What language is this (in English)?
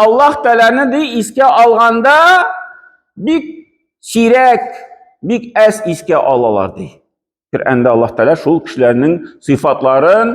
Tatar